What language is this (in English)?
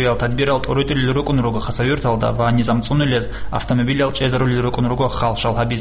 Avaric